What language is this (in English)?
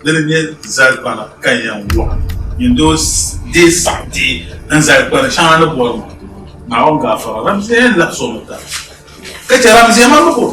Dagbani